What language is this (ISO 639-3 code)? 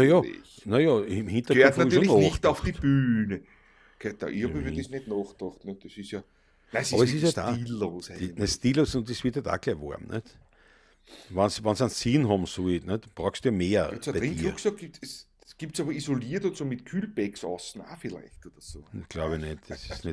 bar